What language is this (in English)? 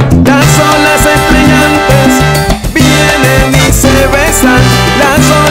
Spanish